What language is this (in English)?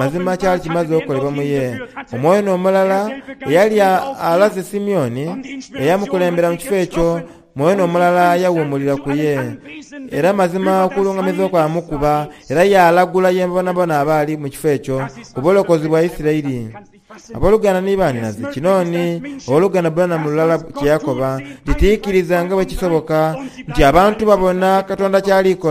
Soga